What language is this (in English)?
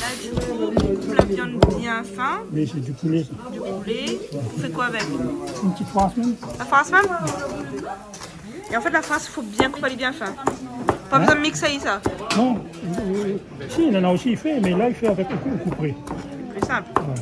Réunion Creole French